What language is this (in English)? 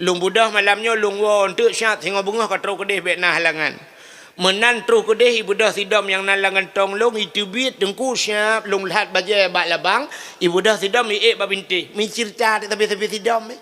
Achinese